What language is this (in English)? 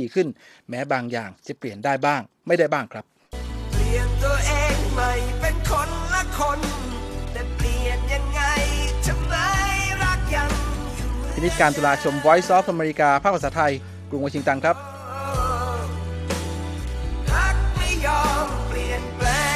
Thai